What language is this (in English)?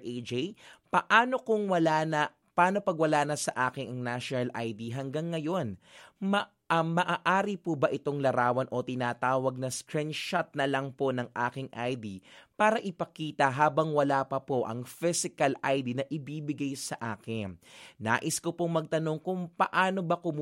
Filipino